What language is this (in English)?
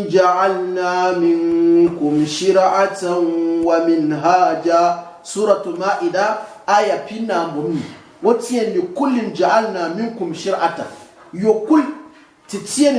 Gourmanchéma